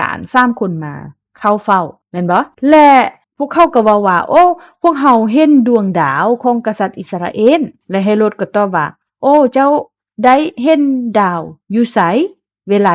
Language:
Lao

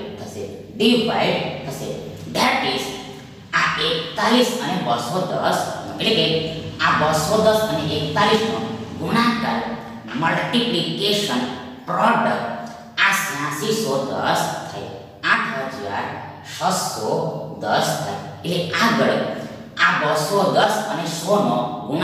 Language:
Gujarati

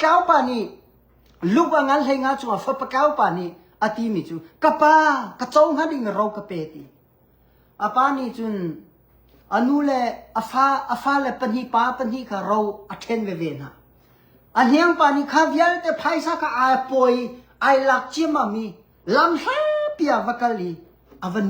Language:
Hakha Chin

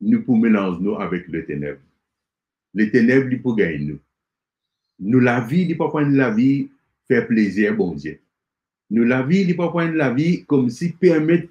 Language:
Morisyen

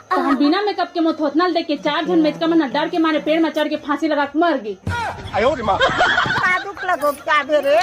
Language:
Chhattisgarhi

